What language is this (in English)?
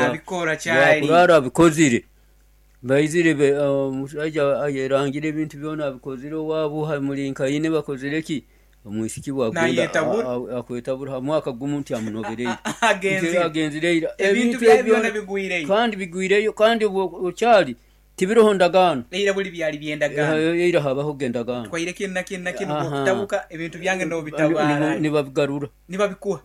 Nyoro